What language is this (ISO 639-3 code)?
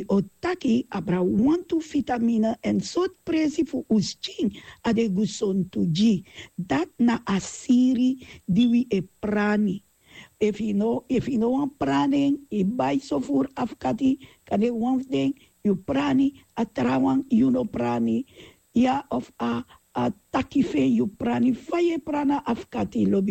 srn